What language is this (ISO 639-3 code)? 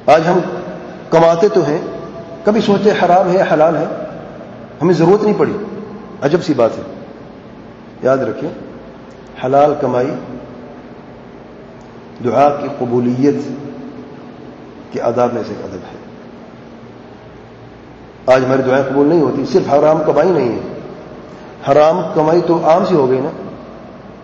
urd